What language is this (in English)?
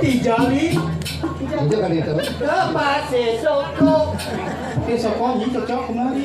Balinese